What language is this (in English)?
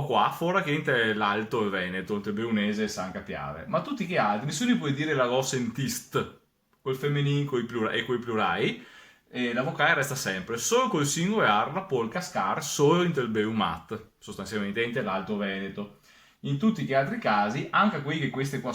Venetian